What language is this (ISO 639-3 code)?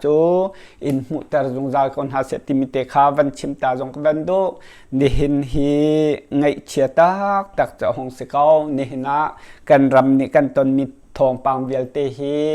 cnh